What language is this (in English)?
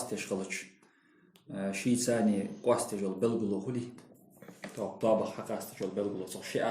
Ingush